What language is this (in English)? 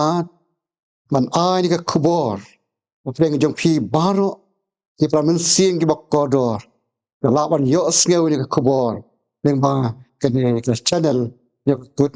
Khasi